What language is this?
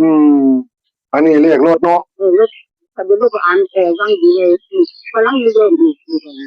Northeastern Thai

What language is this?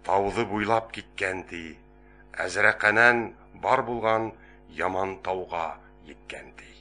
Bashkir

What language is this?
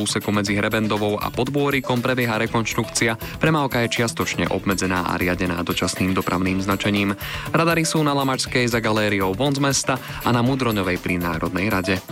Slovak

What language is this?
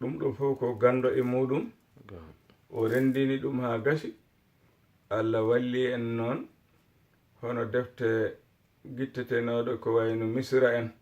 Fula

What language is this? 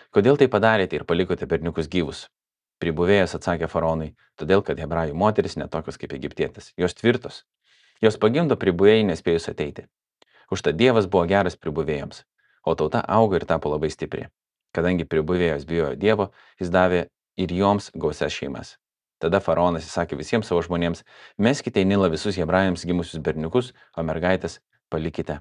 Lithuanian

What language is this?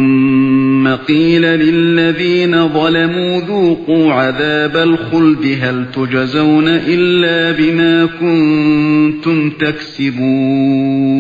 Uyghur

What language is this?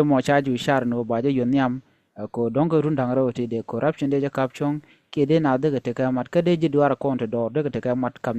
Nuer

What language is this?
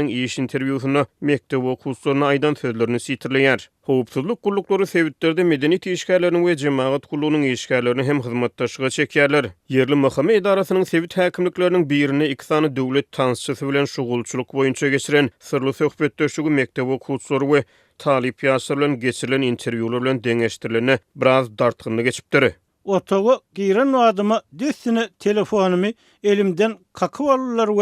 Turkmen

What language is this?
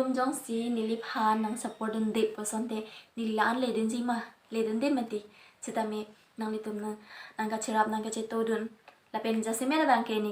Karbi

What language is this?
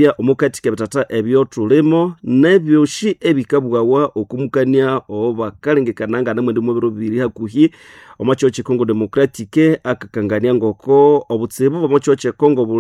Nande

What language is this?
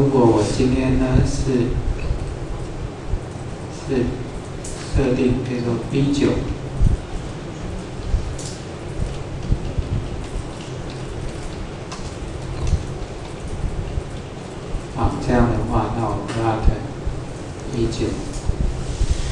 Chinese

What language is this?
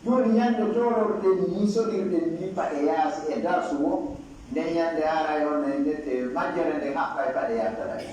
Pular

